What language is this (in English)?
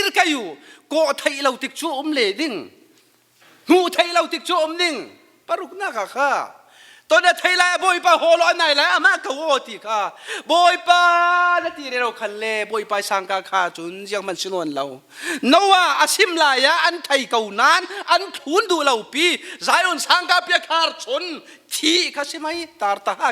Falam Chin